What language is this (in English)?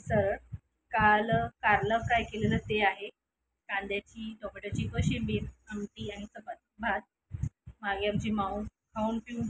Marathi